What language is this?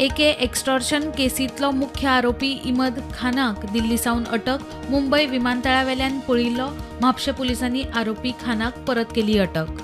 Konkani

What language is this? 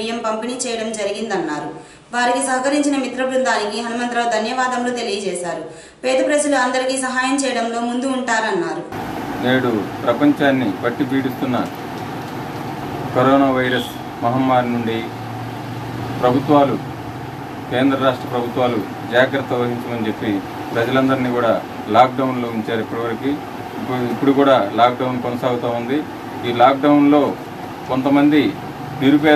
Telugu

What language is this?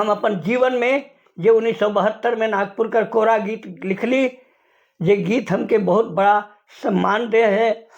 Sadri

